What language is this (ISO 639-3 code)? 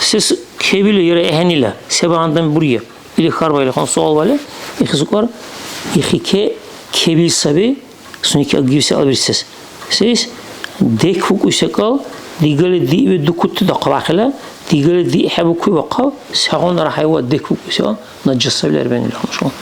dar